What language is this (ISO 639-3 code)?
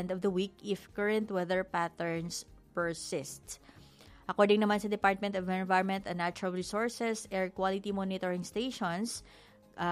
hil